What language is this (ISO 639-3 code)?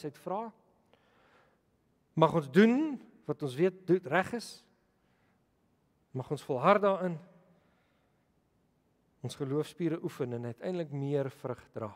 afr